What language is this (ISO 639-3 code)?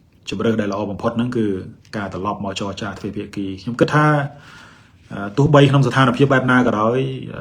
khm